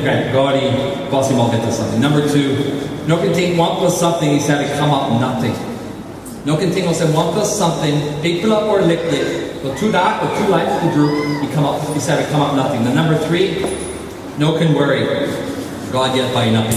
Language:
Tok Pisin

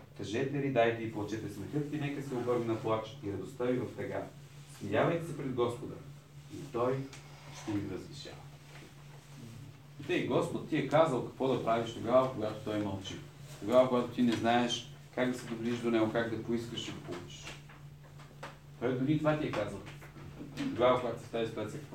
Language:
Bulgarian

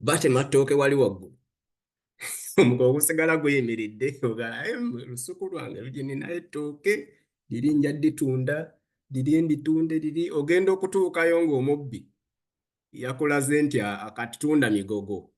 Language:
Ganda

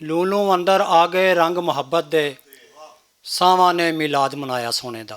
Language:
Western Panjabi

